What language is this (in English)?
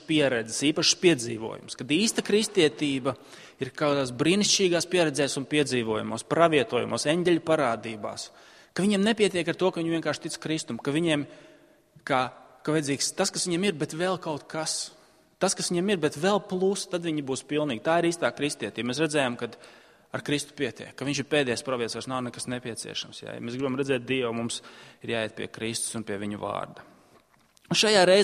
Latvian